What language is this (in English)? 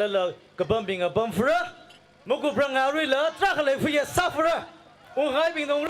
Tangkhul Naga (India)